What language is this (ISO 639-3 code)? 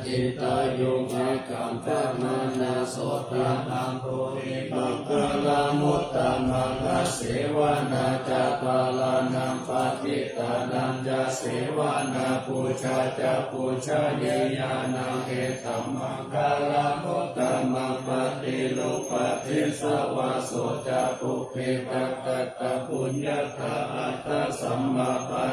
pli